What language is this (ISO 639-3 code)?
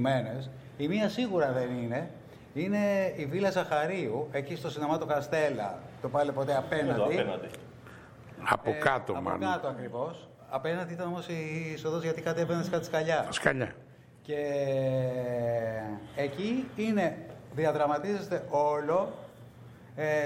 ell